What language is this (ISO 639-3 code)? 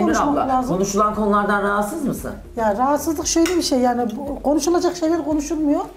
tur